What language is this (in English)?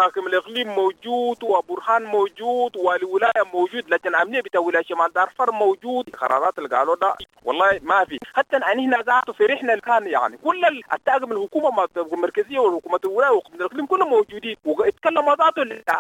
Sudanese Arabic